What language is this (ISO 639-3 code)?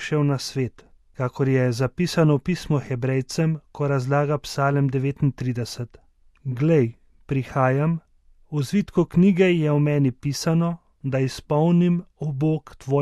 slv